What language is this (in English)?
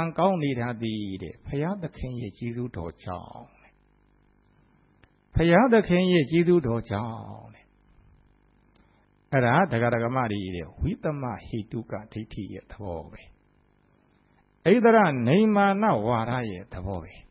Burmese